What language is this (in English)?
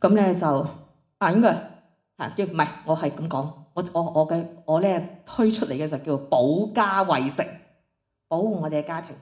Cantonese